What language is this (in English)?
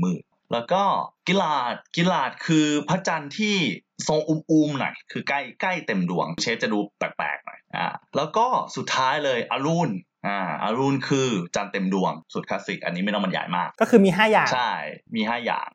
Thai